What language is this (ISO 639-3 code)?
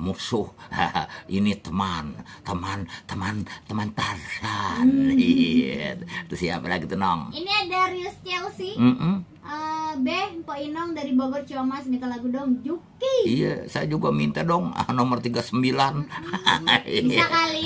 bew